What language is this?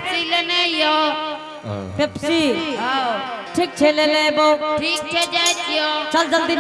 Angika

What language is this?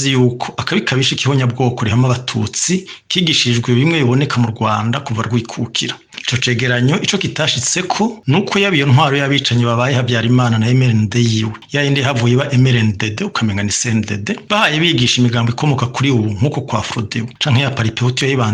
Rundi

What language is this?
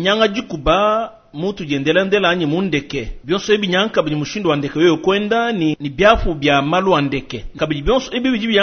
Luba-Lulua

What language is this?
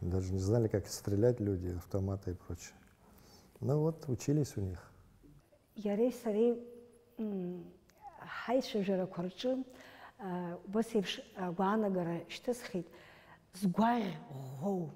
Abkhazian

